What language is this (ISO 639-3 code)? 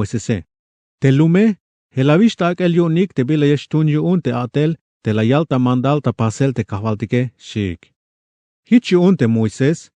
tzh